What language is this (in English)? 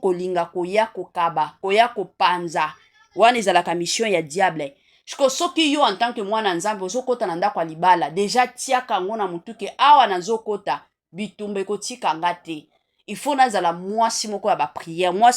Lingala